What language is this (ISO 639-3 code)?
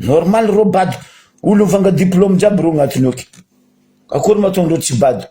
mlg